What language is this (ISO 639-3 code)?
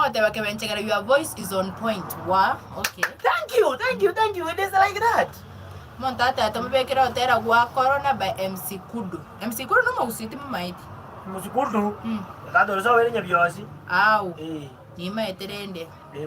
guz